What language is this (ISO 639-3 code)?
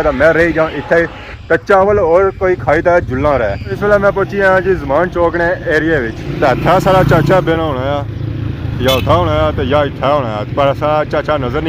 phr